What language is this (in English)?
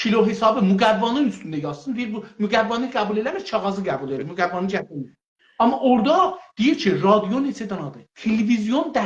South Azerbaijani